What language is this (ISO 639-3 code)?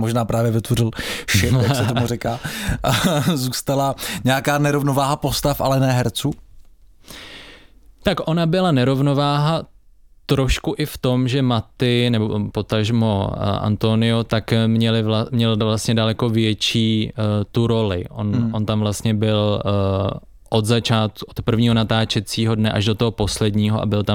ces